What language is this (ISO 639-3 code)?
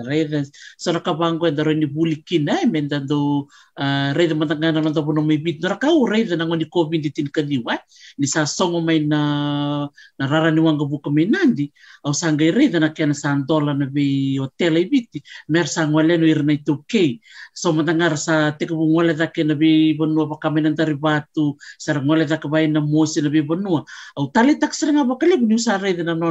fij